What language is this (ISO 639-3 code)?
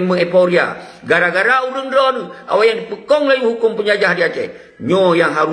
ace